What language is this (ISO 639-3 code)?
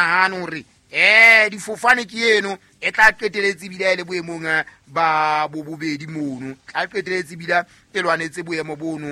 sot